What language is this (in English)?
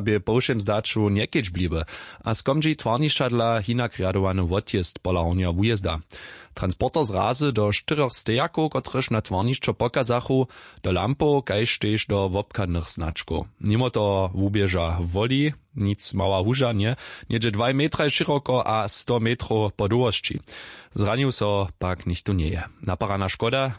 Upper Sorbian